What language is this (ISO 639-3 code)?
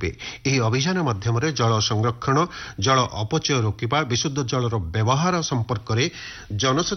ori